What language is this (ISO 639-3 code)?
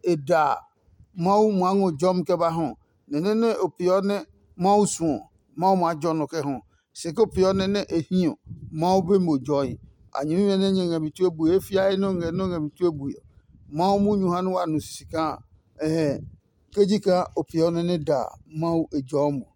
ada